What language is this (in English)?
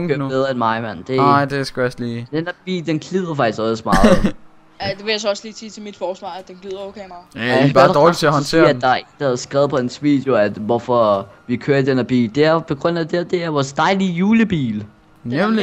Danish